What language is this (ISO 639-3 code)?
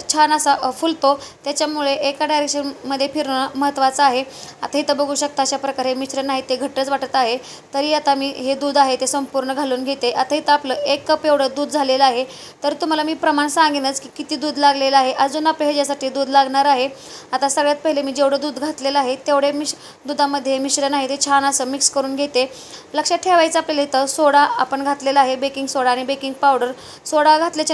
mar